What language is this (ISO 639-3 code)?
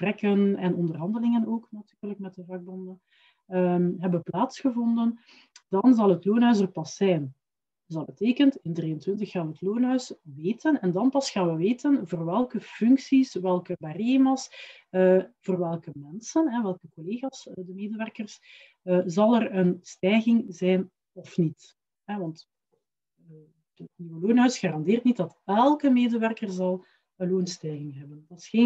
nld